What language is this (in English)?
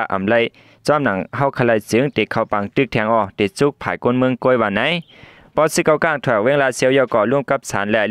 Shan